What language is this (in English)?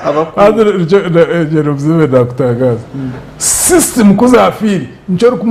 Nyankole